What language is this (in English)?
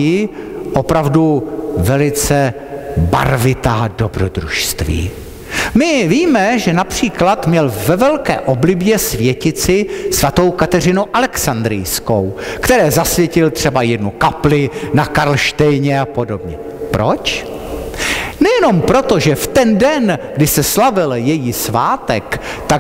Czech